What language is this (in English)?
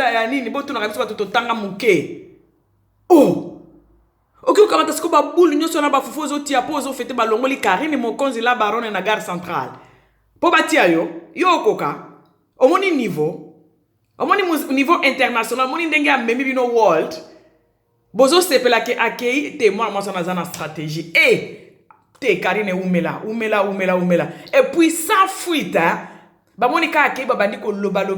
Lingala